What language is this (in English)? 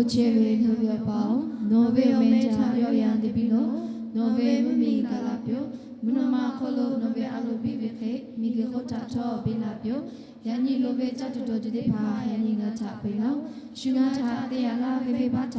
Lahu